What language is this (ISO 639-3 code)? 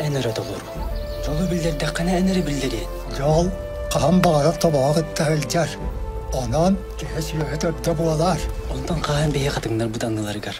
sah